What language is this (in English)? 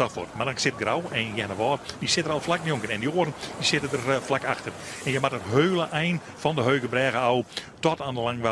Western Frisian